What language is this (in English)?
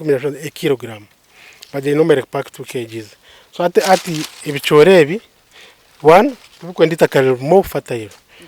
Nyankole